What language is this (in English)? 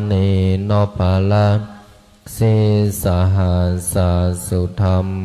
Pali